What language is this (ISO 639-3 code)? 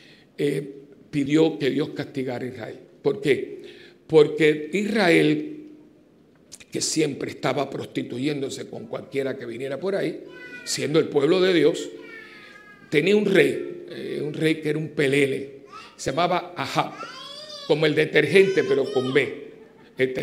spa